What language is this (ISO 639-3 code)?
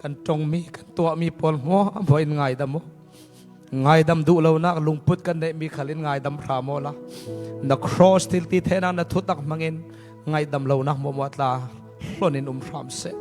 cfm